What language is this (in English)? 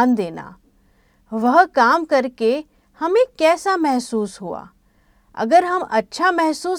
Hindi